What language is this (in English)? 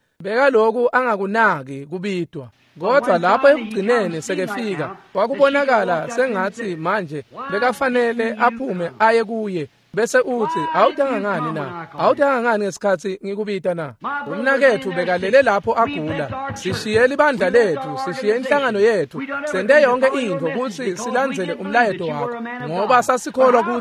Swati